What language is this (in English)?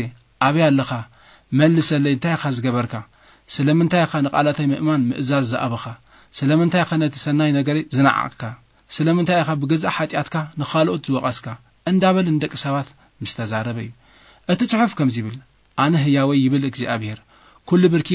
Tigrinya